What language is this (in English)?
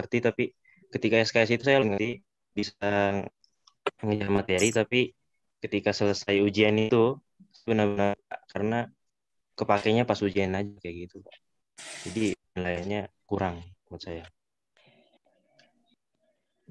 Indonesian